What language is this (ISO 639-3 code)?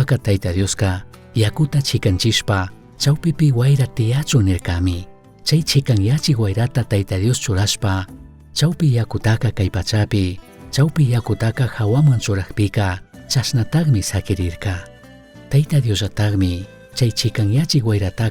qug